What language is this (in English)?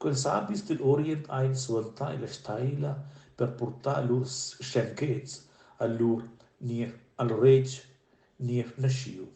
Romansh